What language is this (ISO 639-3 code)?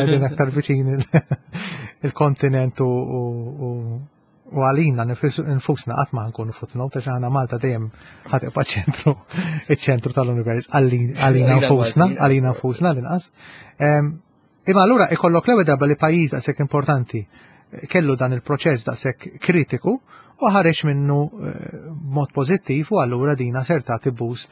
mlt